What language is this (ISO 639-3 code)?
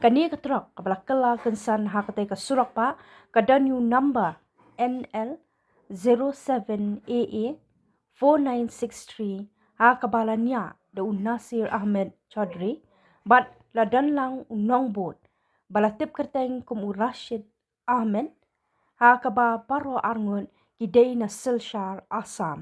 kha